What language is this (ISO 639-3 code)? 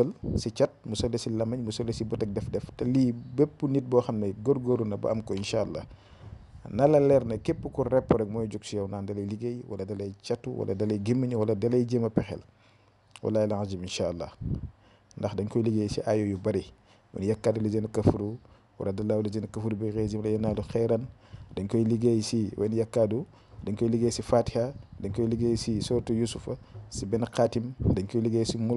wol